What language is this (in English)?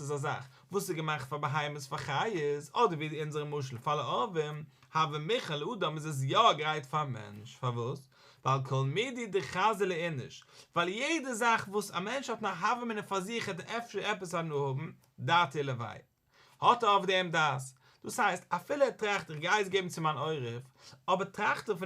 Yiddish